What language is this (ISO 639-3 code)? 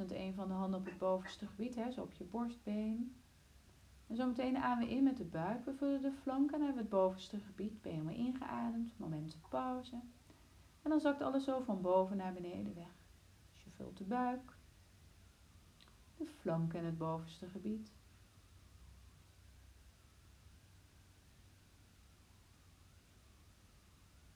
nld